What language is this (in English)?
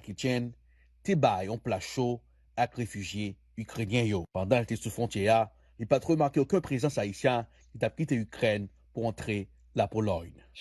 Haitian Creole